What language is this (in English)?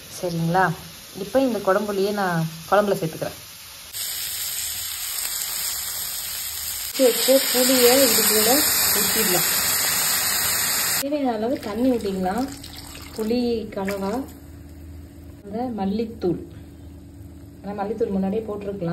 Tamil